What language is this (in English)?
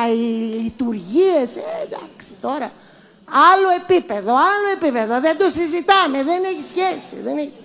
Greek